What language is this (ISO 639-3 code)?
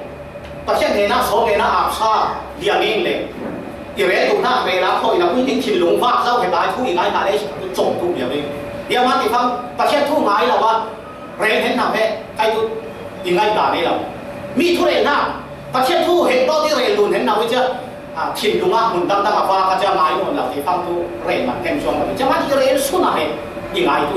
cfm